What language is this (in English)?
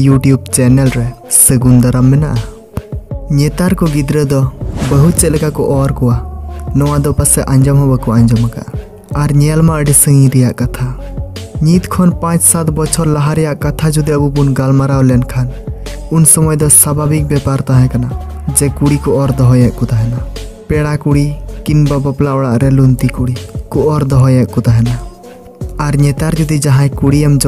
Santali